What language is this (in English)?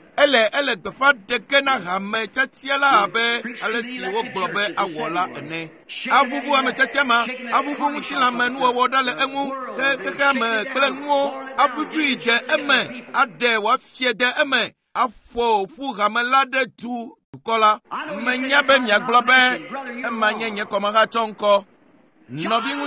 Ewe